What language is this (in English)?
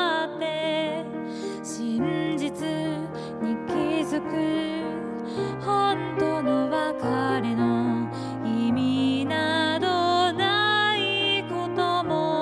Japanese